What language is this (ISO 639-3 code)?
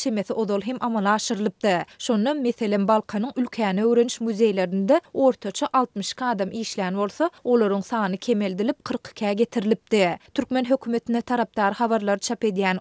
tuk